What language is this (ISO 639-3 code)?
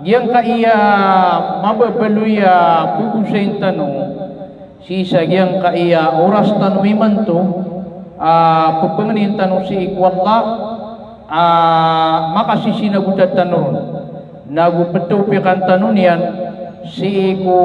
mrw